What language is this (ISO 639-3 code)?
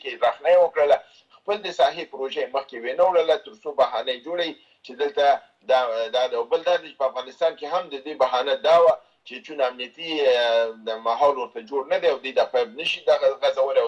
pus